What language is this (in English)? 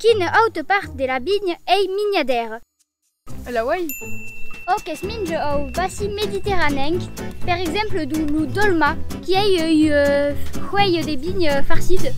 Occitan